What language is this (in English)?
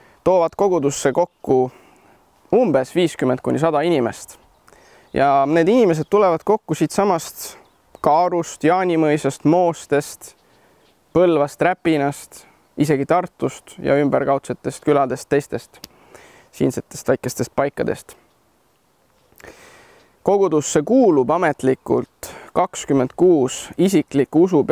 Estonian